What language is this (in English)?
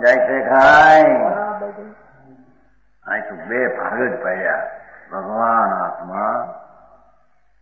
Gujarati